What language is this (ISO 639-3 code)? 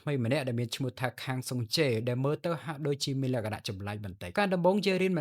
khm